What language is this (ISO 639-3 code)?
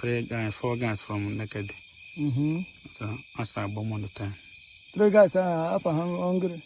ibo